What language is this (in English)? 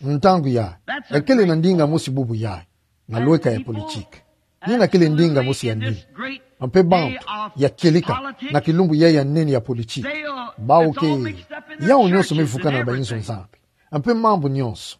Kituba (Democratic Republic of Congo)